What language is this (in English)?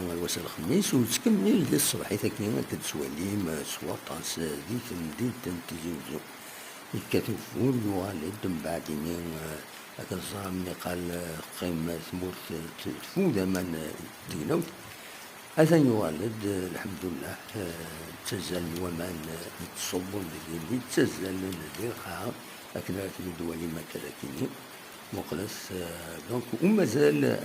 Kabyle